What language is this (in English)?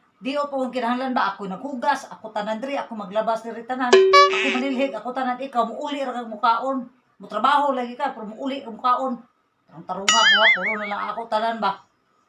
Cebuano